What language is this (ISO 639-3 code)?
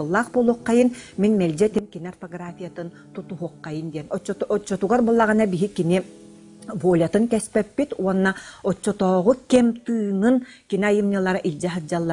sah